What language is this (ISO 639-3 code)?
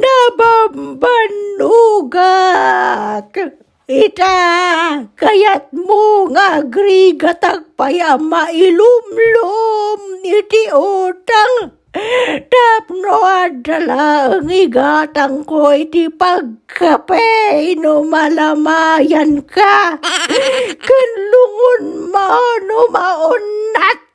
ilo